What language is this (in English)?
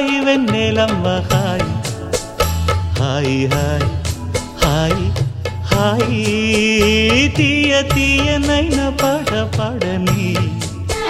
Telugu